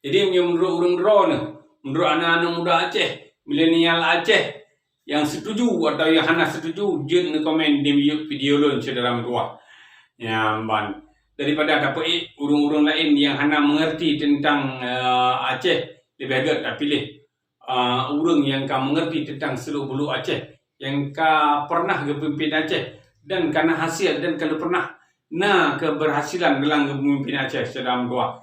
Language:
Achinese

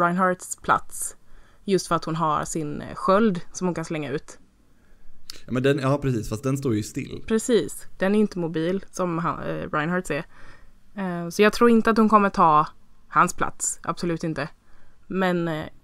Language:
Swedish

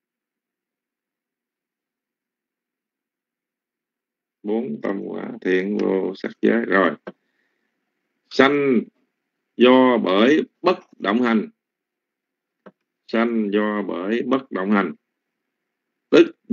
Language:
Vietnamese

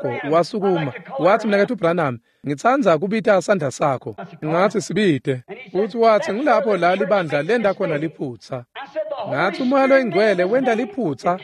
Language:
Swati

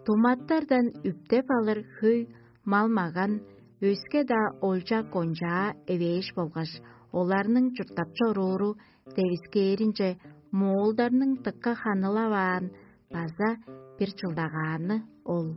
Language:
Tuvinian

